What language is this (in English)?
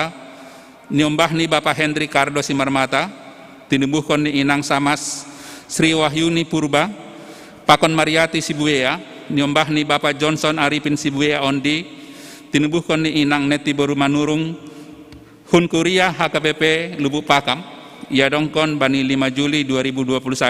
Batak Simalungun